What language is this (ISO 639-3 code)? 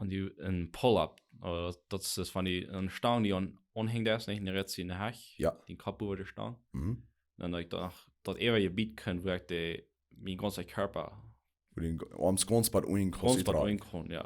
pdt